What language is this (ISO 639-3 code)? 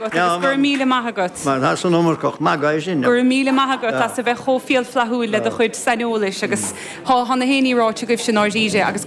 gle